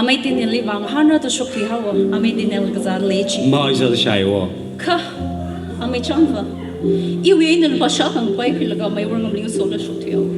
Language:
Tangkhul Naga (India)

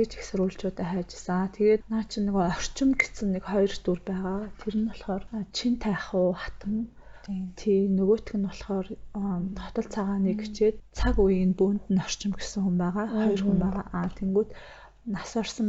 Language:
Mongolian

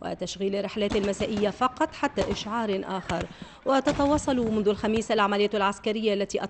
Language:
Tunisian Arabic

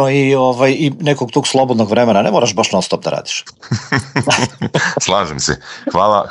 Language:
Serbian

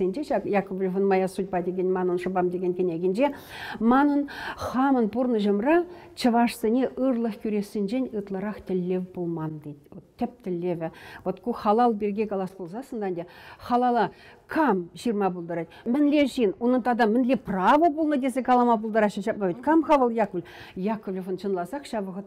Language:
Chuvash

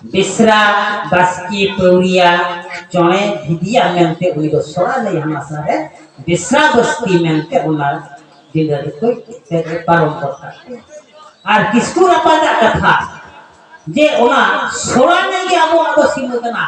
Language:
Santali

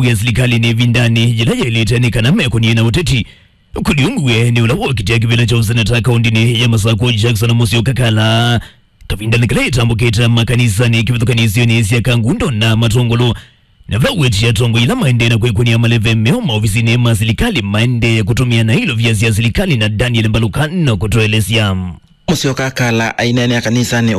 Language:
Kamba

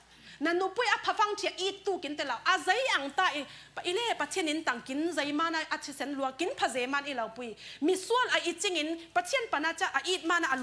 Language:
Falam Chin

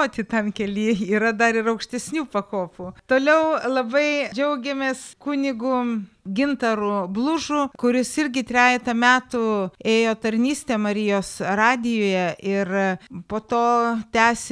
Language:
Lithuanian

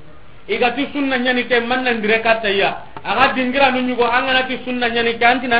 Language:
Soninke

